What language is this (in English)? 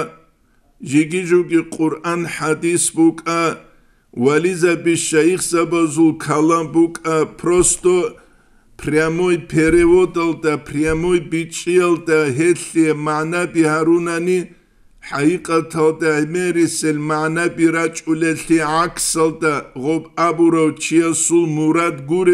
Avaric